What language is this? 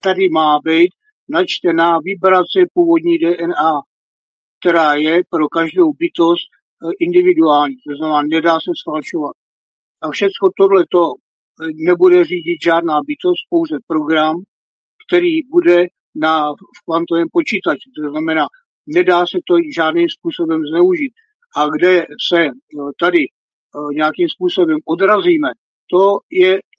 Czech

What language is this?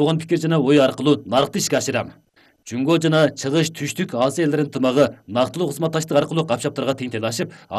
Kyrgyz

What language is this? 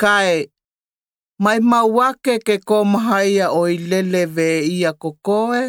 Slovenian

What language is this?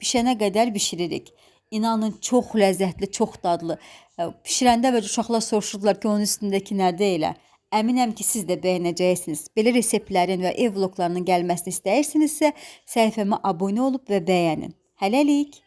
Azerbaijani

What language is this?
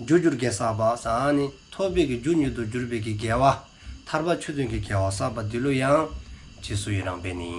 Dzongkha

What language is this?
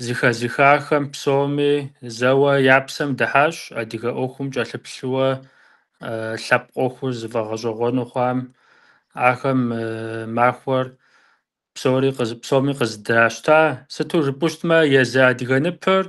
Kabardian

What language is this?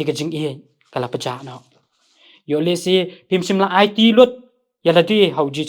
Khasi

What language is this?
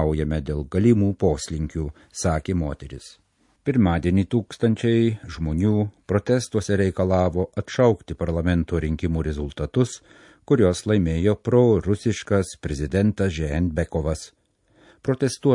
Lithuanian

